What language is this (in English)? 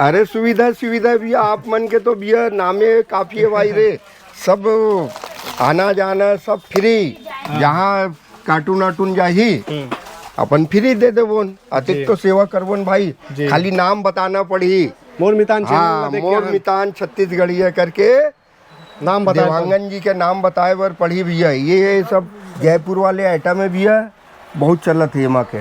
Chhattisgarhi